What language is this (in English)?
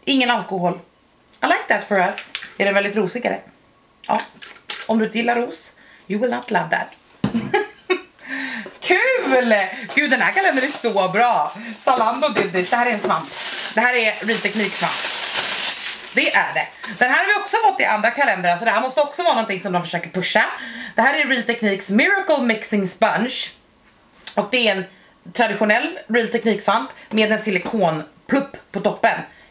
Swedish